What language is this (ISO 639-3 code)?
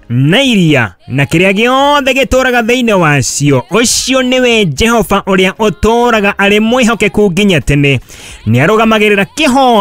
kik